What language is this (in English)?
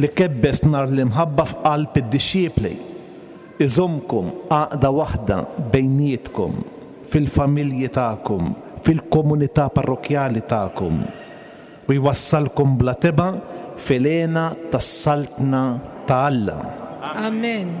Maltese